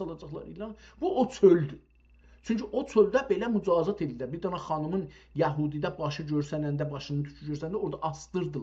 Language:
South Azerbaijani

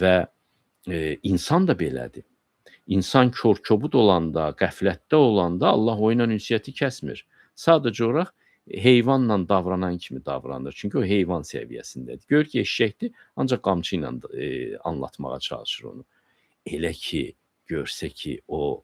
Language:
Azerbaijani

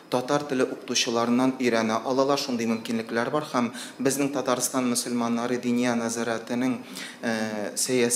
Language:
Tatar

